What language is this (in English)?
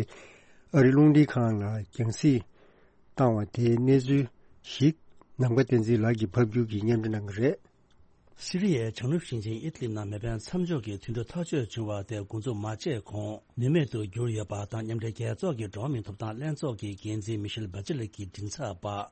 Tibetan